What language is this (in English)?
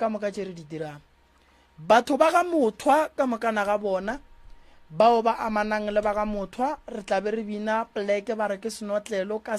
Northern Sotho